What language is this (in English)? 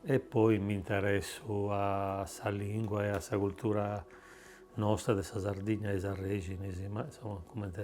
Sardinian